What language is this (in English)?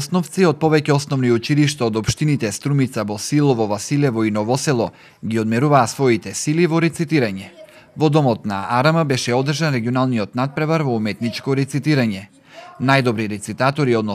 Macedonian